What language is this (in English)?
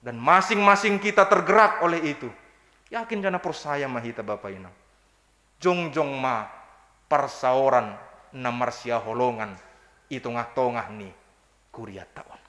Batak Simalungun